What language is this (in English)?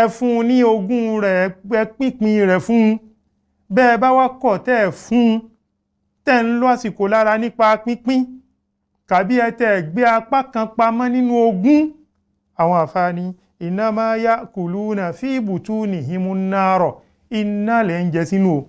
Yoruba